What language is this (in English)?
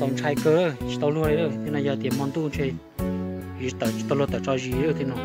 Hmong